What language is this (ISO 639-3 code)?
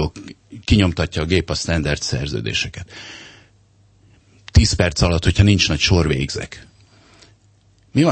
hun